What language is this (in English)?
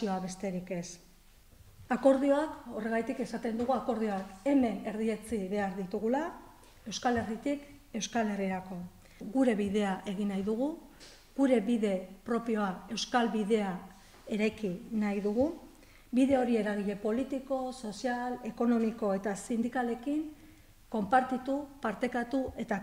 Basque